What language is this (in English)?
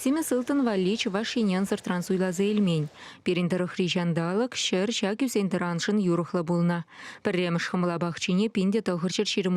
Chuvash